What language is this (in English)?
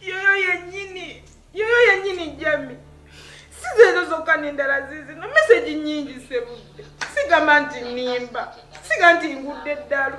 Ganda